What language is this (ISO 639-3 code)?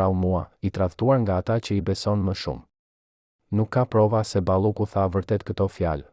sqi